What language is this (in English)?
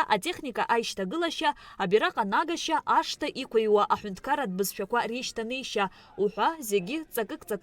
Abkhazian